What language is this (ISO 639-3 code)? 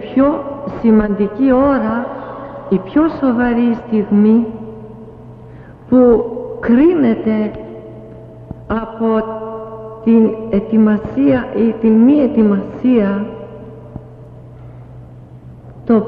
ell